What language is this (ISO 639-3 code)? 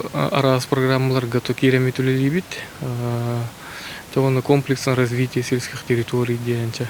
sah